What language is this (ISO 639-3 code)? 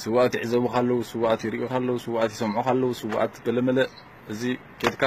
tir